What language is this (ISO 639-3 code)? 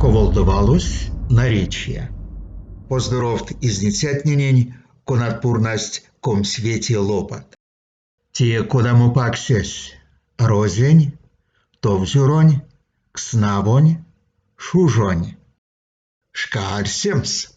myv